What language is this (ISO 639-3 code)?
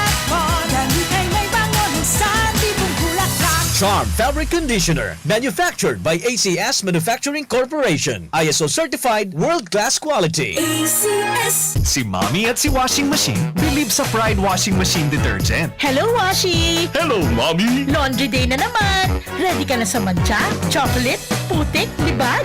bik